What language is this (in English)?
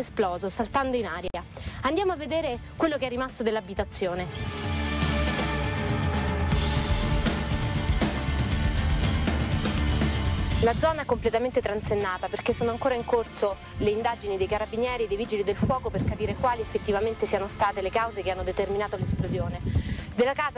Italian